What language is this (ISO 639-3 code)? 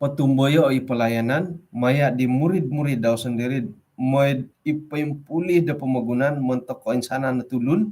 dtp